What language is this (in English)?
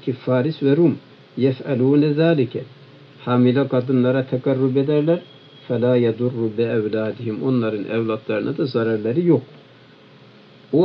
Turkish